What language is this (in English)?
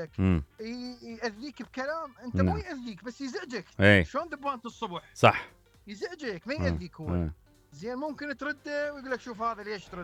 Mesopotamian Arabic